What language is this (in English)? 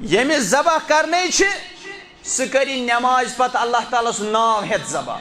Kashmiri